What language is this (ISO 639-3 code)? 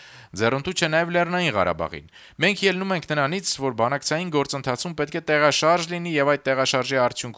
hye